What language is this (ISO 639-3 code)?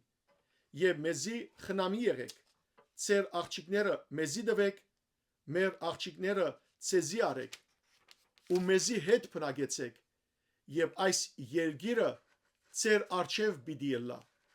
hyw